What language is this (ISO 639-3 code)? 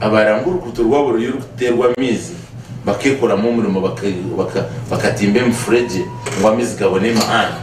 nyn